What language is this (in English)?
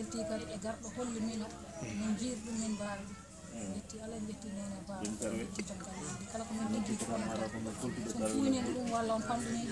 Fula